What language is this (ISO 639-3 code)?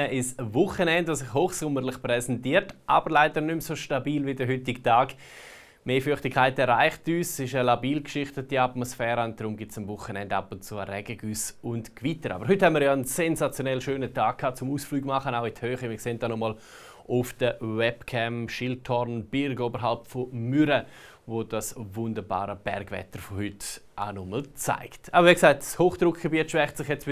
gsw